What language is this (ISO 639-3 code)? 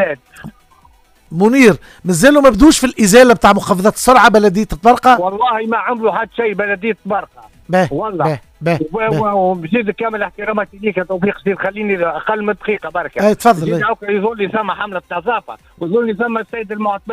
aeb